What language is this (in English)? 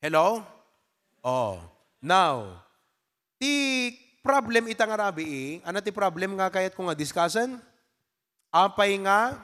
Iloko